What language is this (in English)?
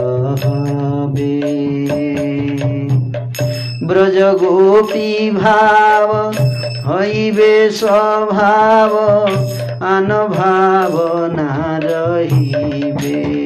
Hindi